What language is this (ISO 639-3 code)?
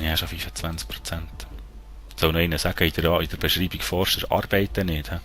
gsw